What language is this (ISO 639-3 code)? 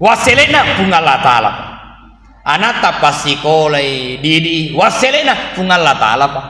bug